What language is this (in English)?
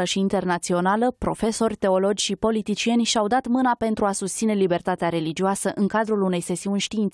Romanian